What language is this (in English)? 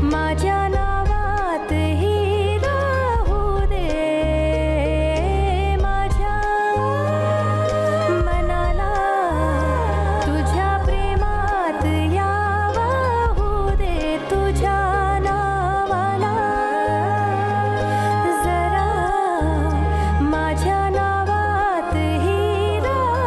Marathi